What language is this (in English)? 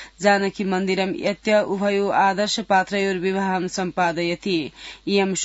Sanskrit